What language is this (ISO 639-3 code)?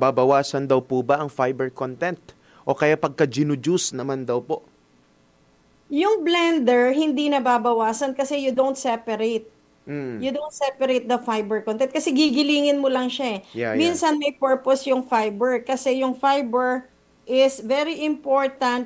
fil